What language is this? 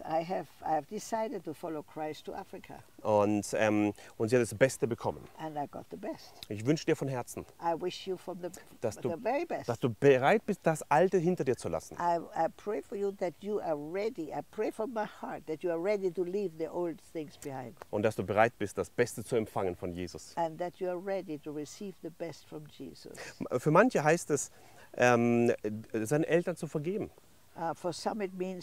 German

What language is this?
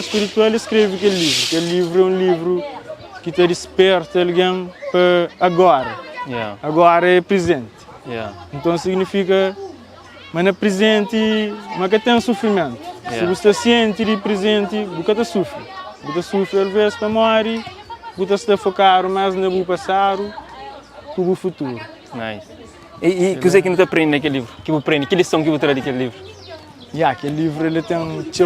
Kabuverdianu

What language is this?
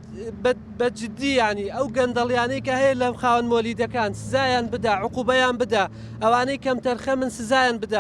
Central Kurdish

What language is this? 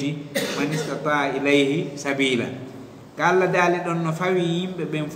Fula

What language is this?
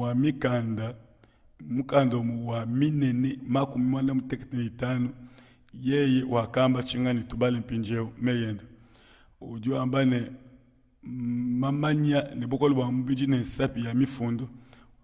Luba-Lulua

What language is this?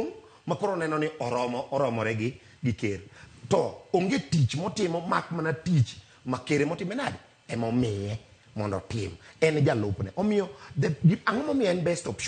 Luo (Kenya and Tanzania)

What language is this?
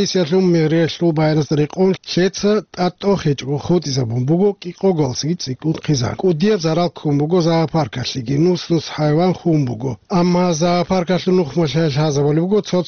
Avaric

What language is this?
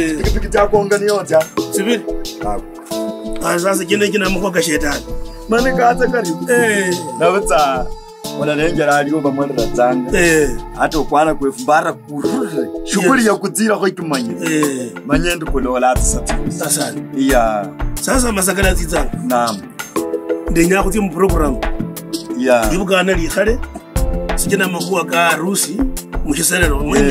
Kabras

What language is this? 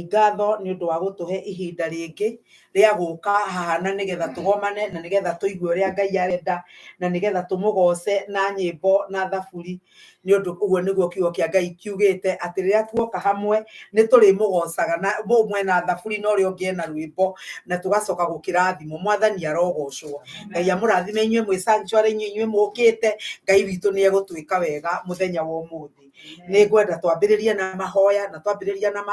Kikuyu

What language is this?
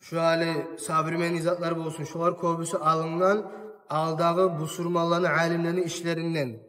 Kumyk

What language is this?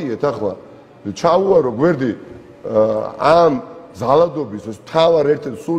Georgian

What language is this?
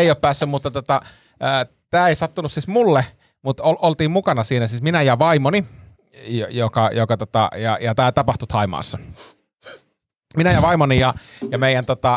Finnish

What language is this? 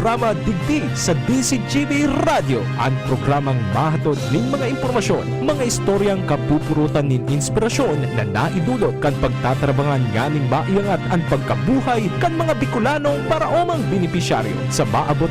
Bikol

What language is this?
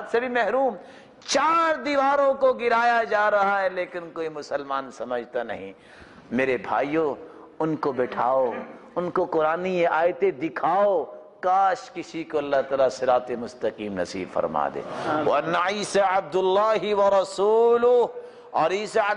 Urdu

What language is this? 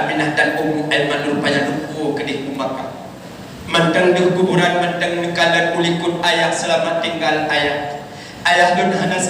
Achinese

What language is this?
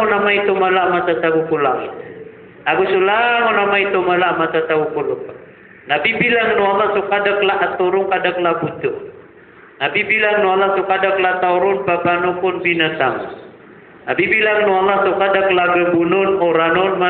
Maranao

